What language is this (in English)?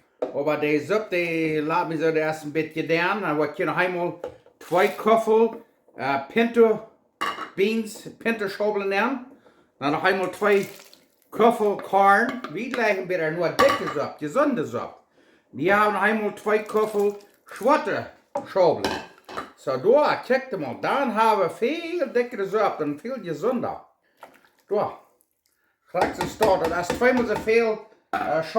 Plautdietsch